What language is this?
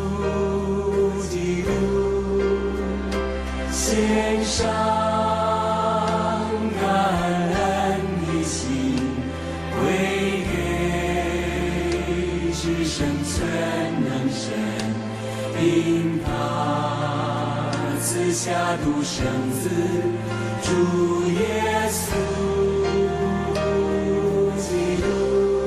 Chinese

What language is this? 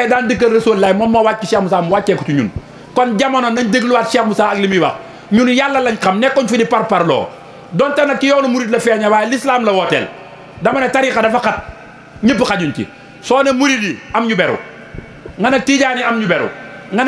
Wolof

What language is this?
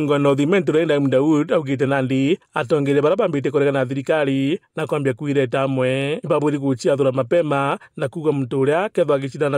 Meru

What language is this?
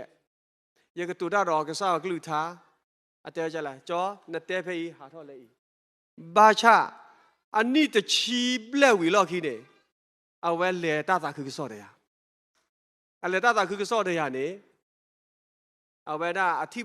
S'gaw Karen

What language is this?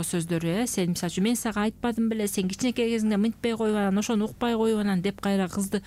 Kyrgyz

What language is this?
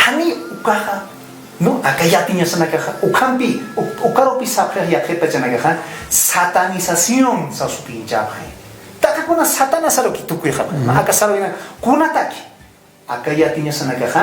Aymara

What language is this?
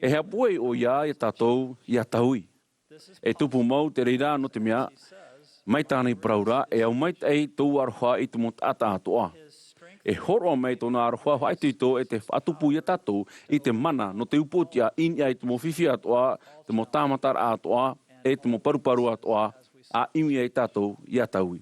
Tahitian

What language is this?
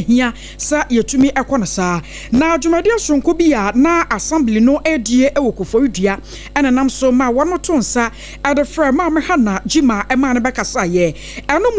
Akan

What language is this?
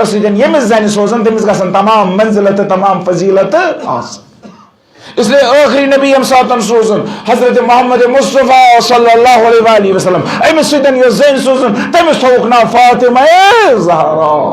Kashmiri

